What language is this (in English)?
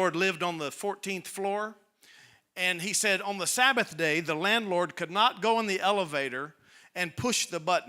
English